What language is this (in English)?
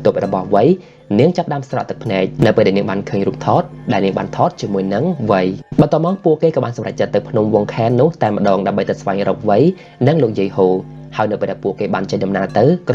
Khmer